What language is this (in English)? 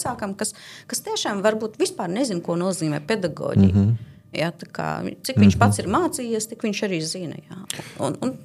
Latvian